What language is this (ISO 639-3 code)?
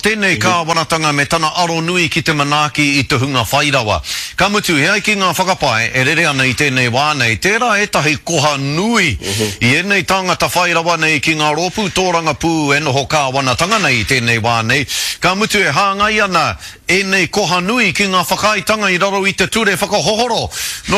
mri